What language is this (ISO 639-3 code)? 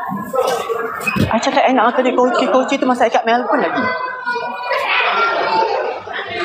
msa